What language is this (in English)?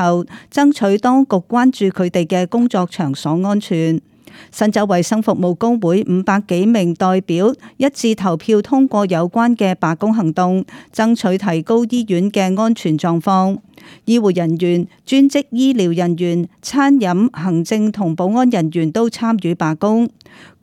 Cantonese